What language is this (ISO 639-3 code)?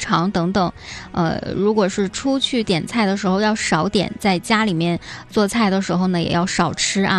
zho